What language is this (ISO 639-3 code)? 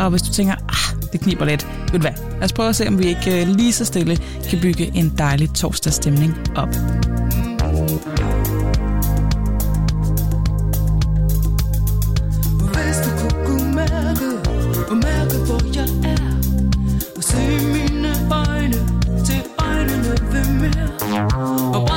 dan